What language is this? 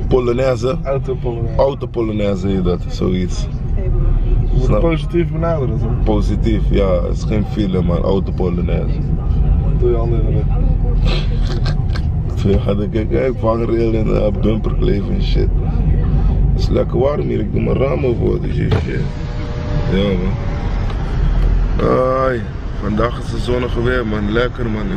Dutch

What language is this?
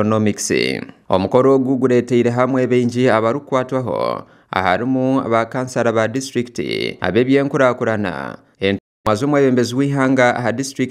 Nyankole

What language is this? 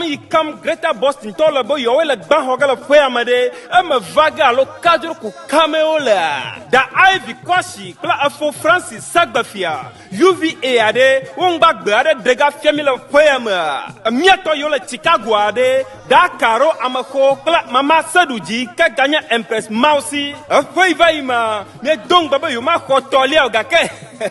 Ewe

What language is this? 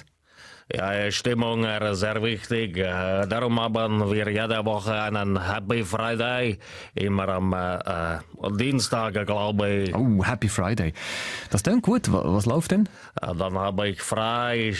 Swiss German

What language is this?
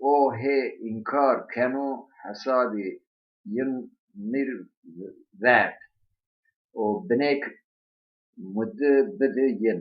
Zaza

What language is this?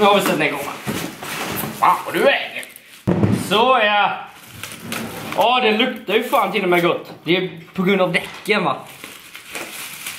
Swedish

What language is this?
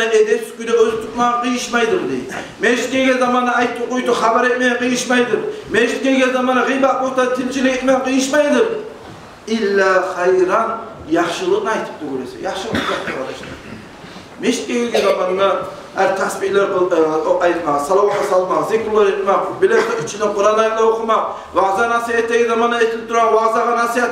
Kumyk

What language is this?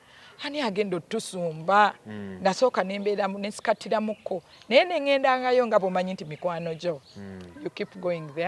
Ganda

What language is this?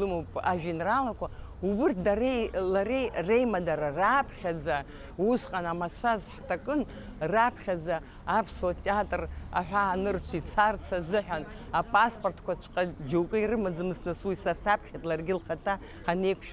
Abkhazian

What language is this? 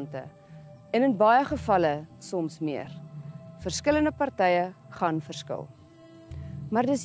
Afrikaans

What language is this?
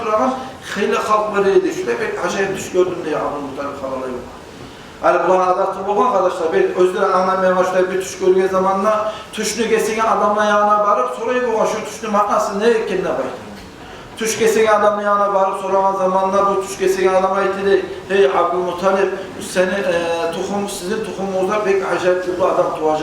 Kumyk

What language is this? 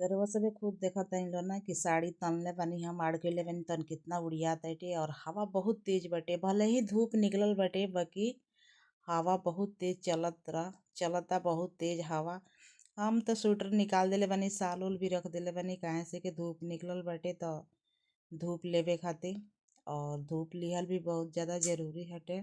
Bhojpuri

